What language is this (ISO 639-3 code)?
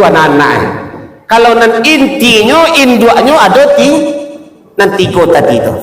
min